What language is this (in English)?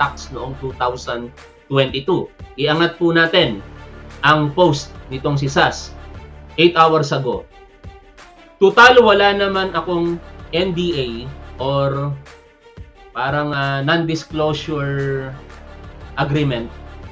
Filipino